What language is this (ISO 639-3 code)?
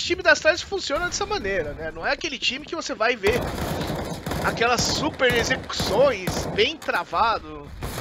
por